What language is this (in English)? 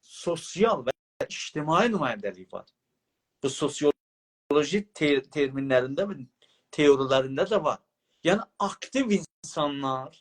South Azerbaijani